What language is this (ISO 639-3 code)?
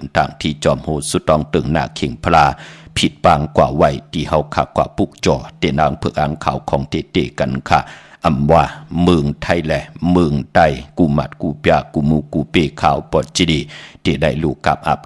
shn